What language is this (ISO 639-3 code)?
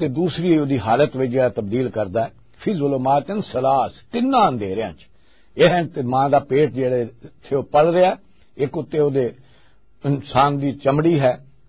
lah